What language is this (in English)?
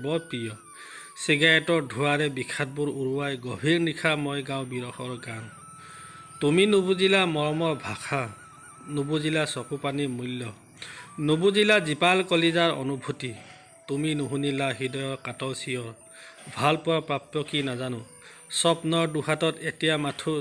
Assamese